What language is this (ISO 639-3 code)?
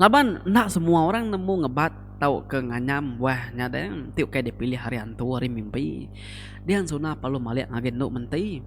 iba